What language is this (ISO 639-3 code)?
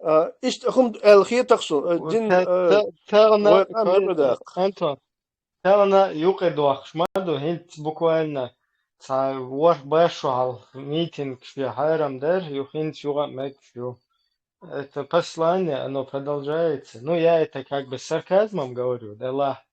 che